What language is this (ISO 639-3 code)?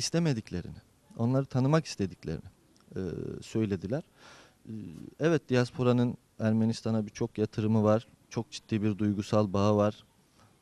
tur